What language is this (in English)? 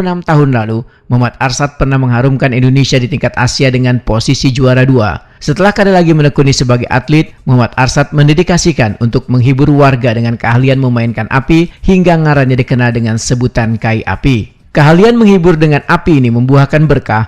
Banjar